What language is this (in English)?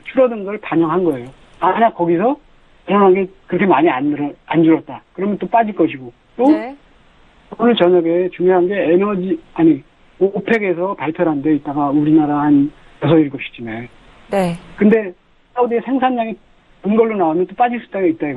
Korean